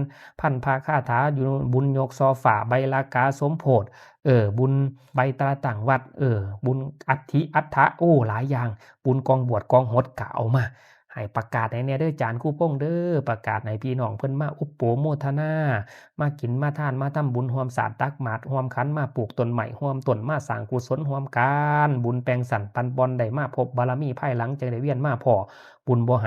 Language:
Northeastern Thai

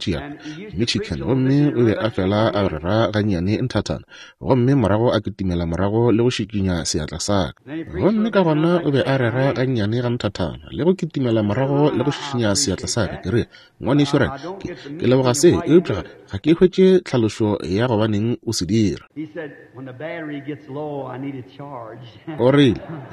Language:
Northern Sotho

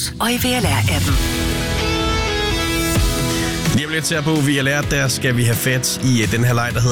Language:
Danish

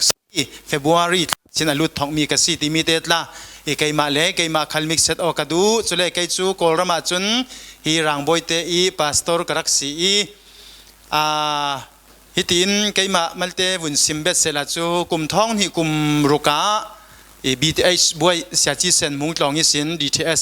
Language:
Falam Chin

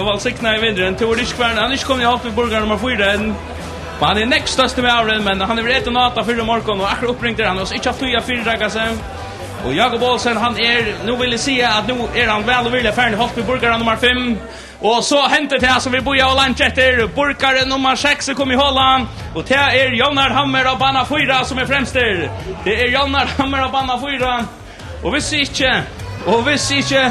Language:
Faroese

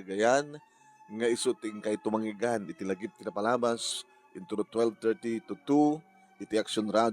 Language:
Iloko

